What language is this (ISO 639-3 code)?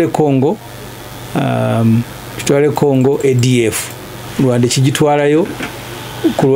lug